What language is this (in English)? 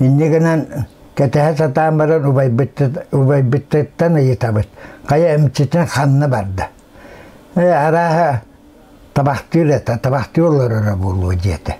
Yakut